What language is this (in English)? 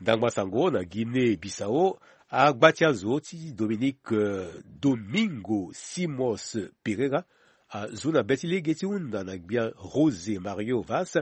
Sango